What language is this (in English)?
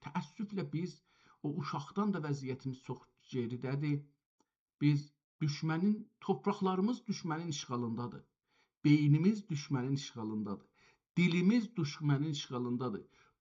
South Azerbaijani